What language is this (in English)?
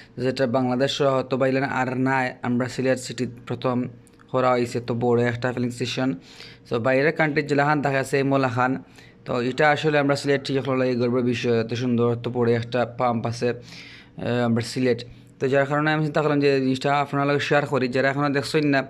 Sylheti